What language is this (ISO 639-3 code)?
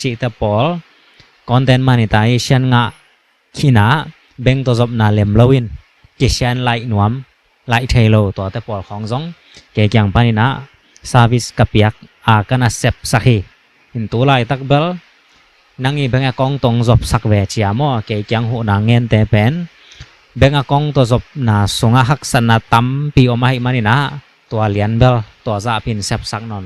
ctd